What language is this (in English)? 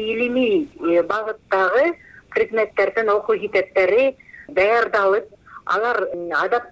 Kyrgyz